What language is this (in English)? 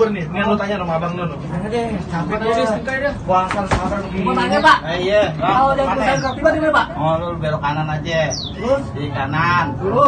Betawi